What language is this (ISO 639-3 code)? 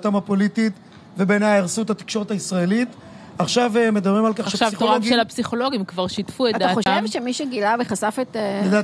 heb